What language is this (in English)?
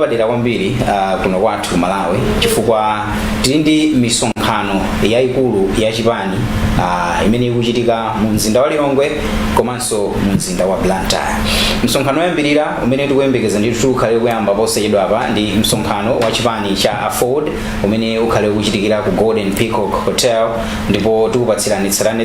Nyanja